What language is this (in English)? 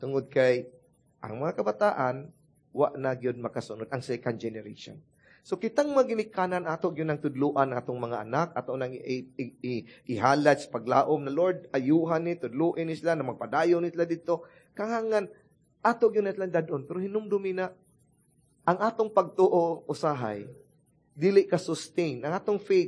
Cebuano